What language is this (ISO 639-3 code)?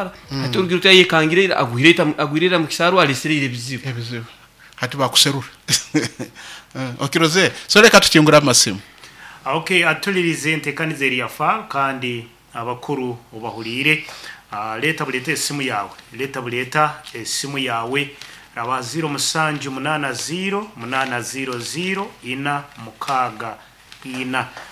nyo